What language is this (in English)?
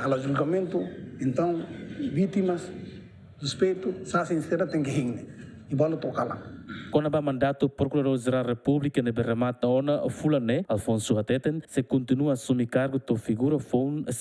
Tetum